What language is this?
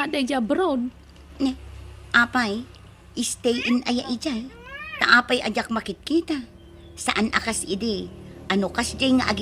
Iloko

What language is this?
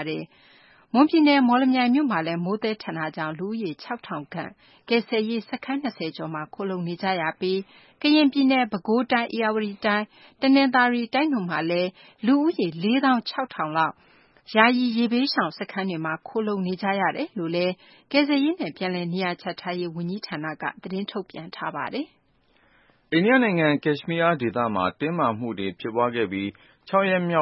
Burmese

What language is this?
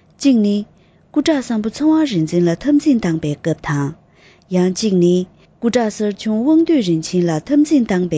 Tibetan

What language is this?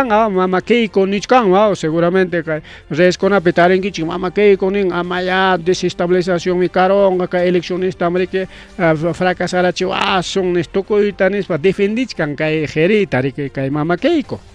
Ayacucho Quechua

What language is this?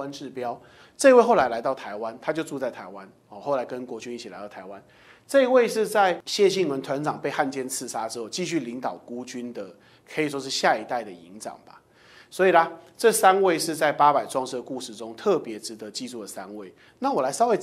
Chinese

